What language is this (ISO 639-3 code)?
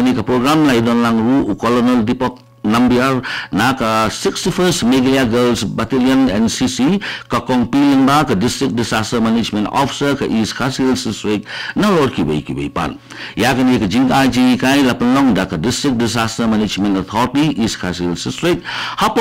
kha